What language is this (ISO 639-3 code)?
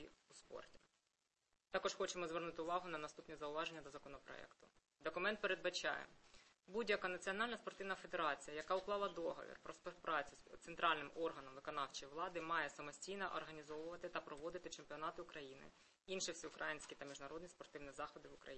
ukr